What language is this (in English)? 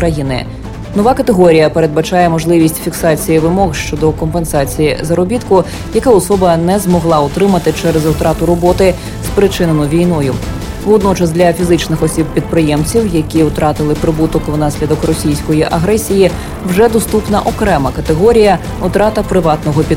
Ukrainian